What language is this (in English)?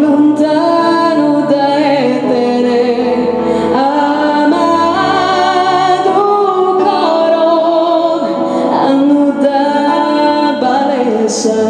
Sardinian